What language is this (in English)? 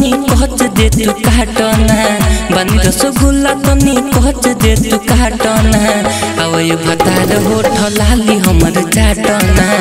Bhojpuri